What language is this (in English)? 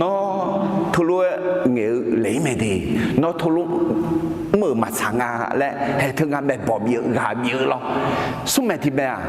Akha